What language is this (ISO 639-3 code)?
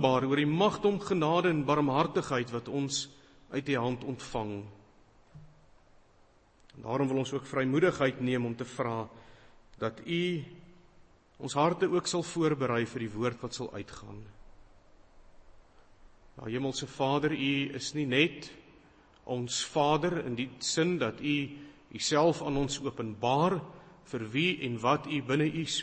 afr